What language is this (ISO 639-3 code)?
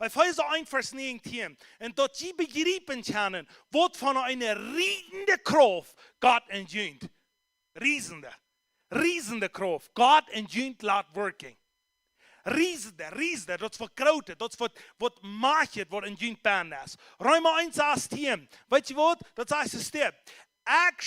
pdt